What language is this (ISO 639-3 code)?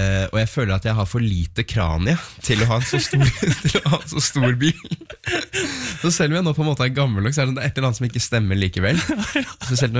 nor